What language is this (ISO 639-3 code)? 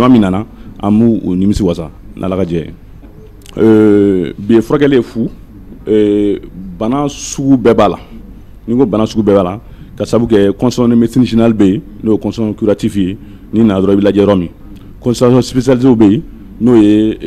bam